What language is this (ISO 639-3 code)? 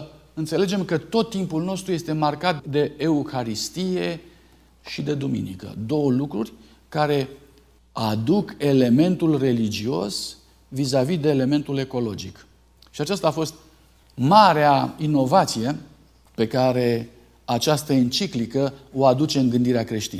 ron